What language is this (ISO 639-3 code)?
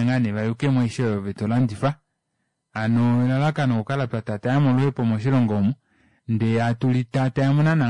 kua